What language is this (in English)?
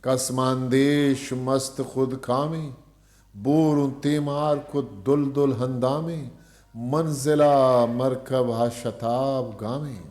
Eastern Balochi